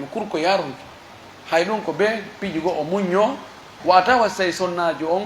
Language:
Pular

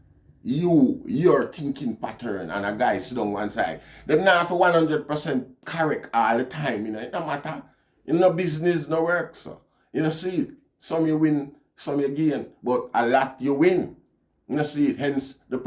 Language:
Jamaican Creole English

